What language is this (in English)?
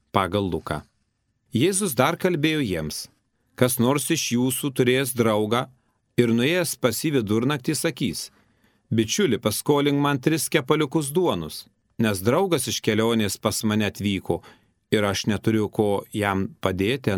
Lithuanian